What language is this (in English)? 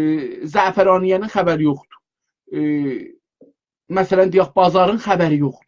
South Azerbaijani